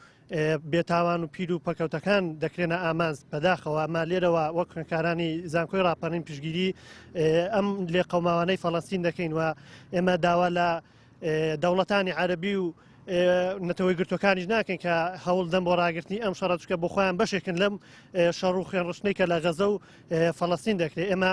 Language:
Central Kurdish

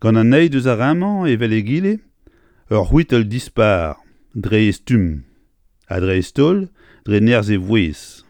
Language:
Breton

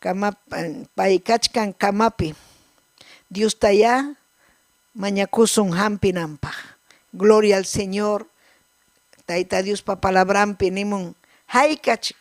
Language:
Ayacucho Quechua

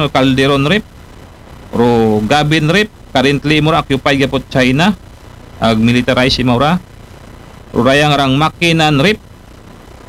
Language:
Aklanon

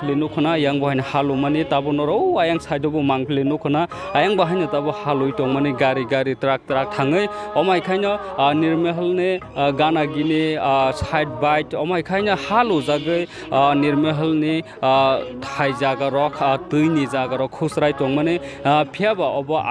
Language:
Kok Borok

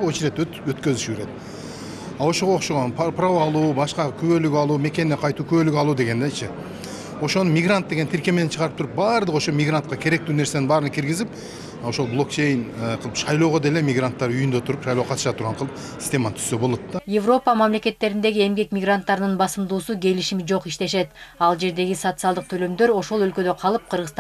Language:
Kyrgyz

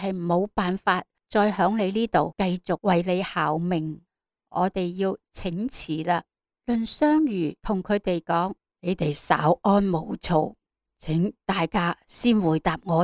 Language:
Cantonese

